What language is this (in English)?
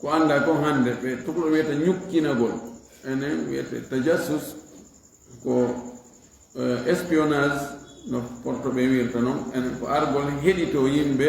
Fula